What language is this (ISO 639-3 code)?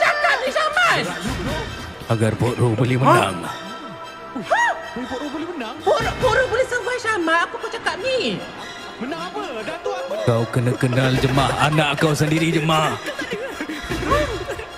msa